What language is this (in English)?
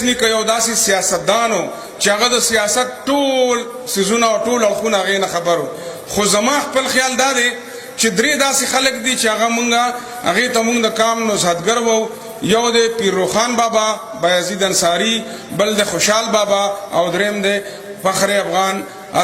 Pashto